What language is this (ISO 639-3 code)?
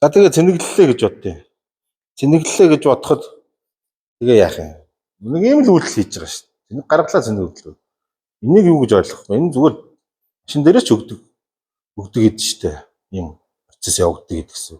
mon